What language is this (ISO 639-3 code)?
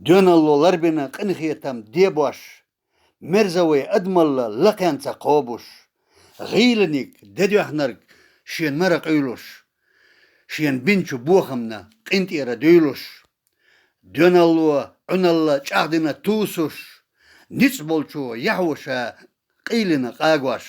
che